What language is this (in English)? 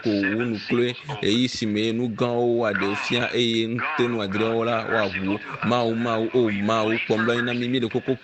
Ewe